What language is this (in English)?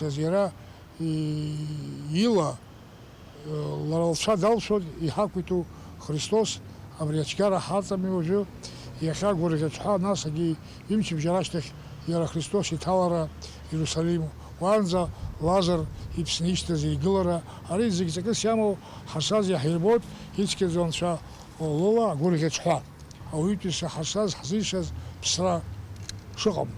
Abkhazian